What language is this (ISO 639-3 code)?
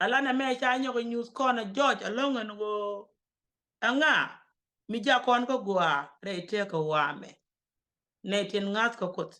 nus